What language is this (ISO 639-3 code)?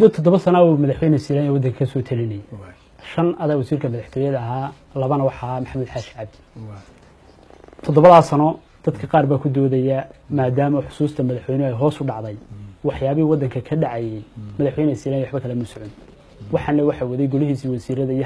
som